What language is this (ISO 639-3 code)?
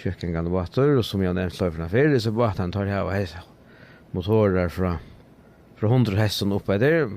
fao